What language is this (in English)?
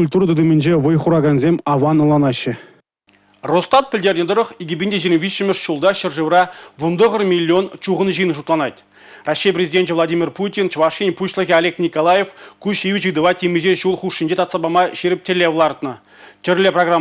Chuvash